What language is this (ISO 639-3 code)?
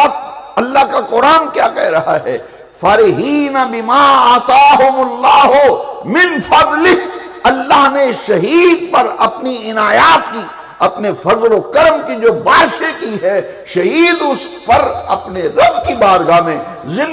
urd